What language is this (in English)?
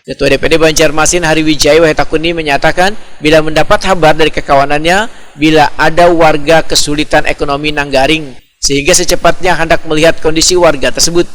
Banjar